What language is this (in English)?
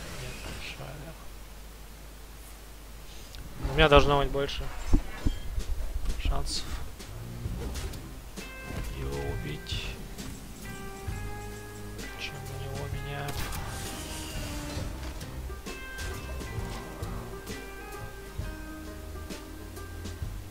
Russian